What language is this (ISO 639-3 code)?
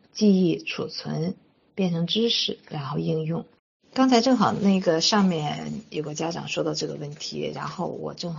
zho